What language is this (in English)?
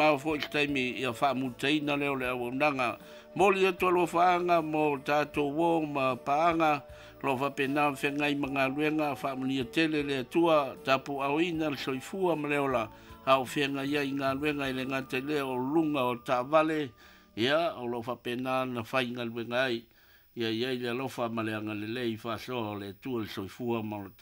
Samoan